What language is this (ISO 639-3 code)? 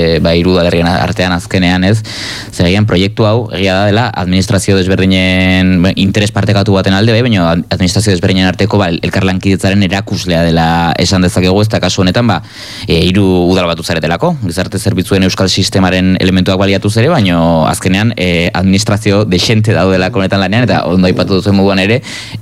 eus